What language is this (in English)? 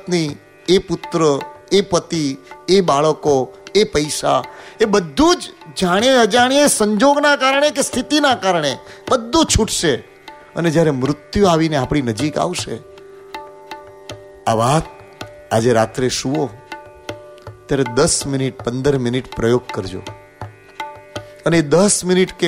Gujarati